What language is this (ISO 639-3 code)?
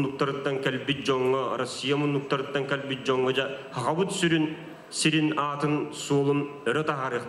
sah